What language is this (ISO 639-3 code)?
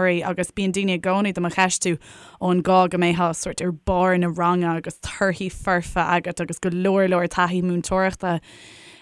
gle